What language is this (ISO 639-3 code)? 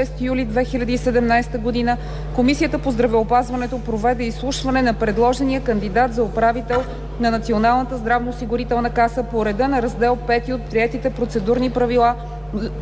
bul